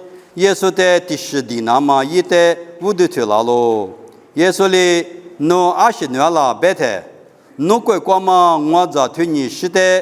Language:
Lisu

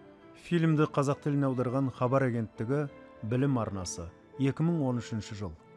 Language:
Kazakh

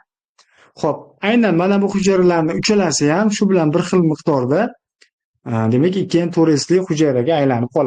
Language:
Uzbek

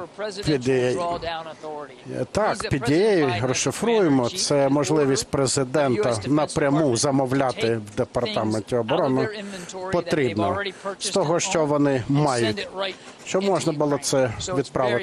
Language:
Ukrainian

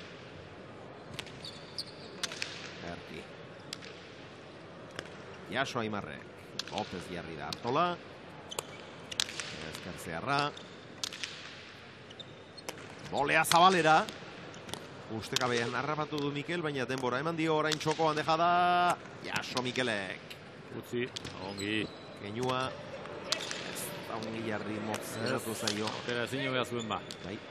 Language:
Basque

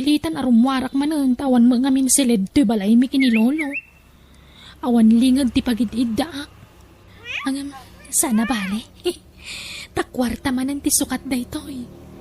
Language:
Iloko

